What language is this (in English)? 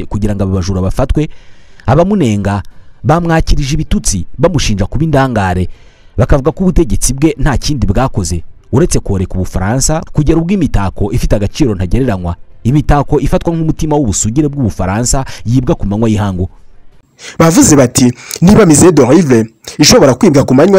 Kinyarwanda